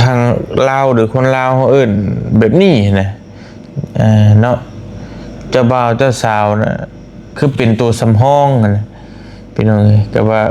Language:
Lao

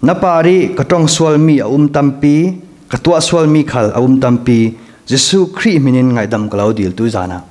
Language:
Falam Chin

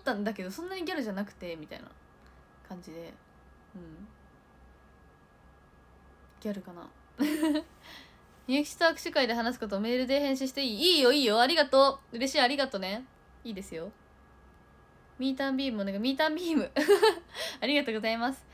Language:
Japanese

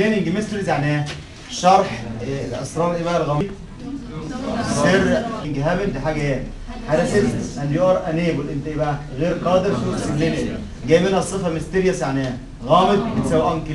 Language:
Egyptian Arabic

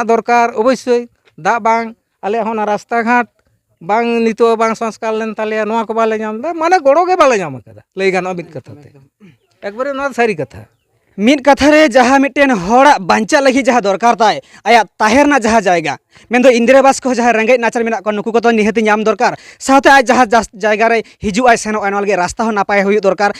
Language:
Santali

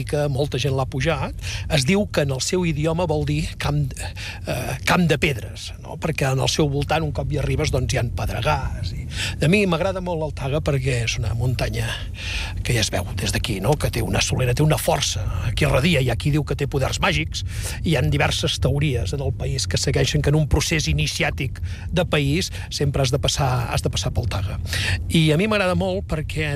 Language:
Catalan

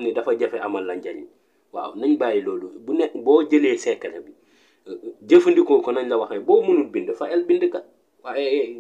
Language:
Wolof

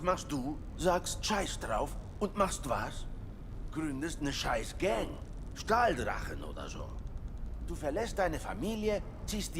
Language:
Bavarian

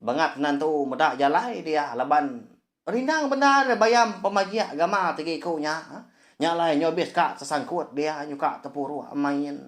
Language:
Iban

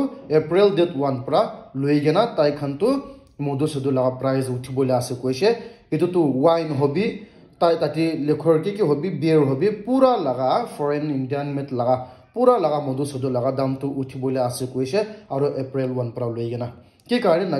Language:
Naga Pidgin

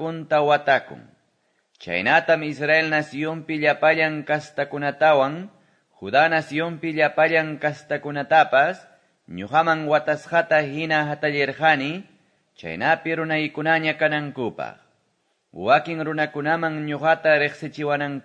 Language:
Quechua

